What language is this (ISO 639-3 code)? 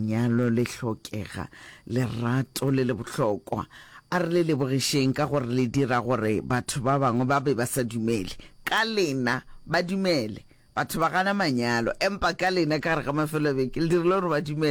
nso